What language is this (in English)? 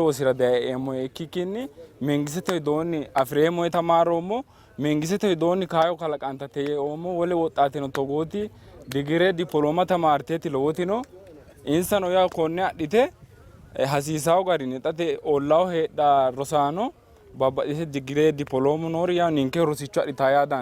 Sidamo